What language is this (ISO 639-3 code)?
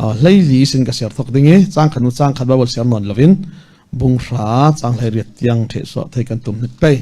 cfm